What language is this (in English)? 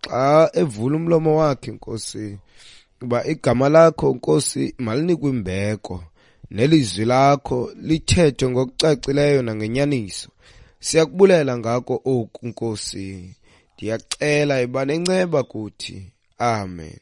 Xhosa